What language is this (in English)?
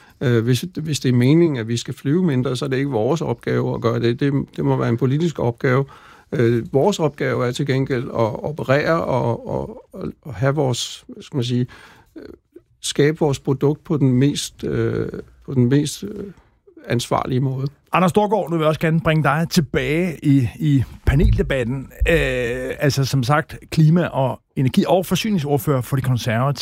Danish